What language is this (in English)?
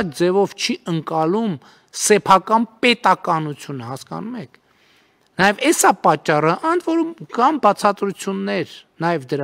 Armenian